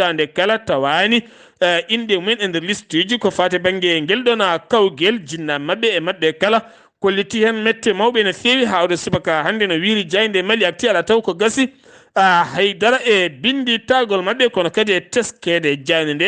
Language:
Fula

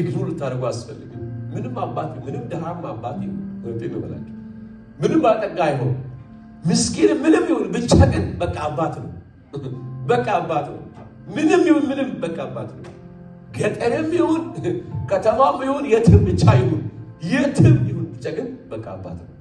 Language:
Amharic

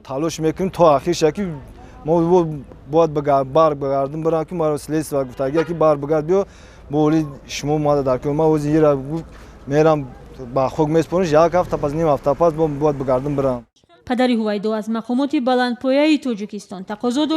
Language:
Tajik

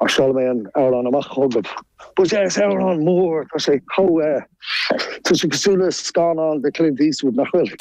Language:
Irish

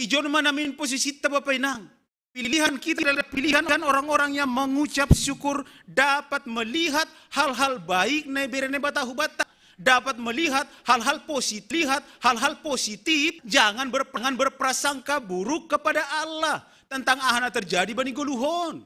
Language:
Batak Simalungun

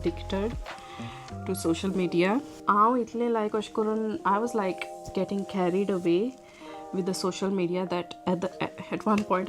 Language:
Konkani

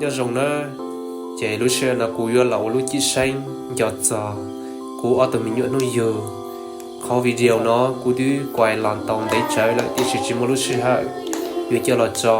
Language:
Hmong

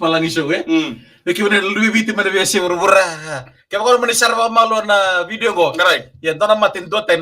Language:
Fijian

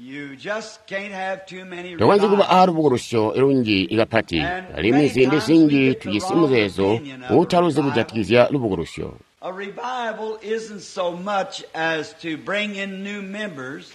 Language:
Tonga (Zambia)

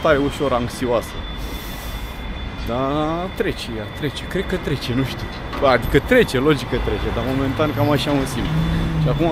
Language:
Romanian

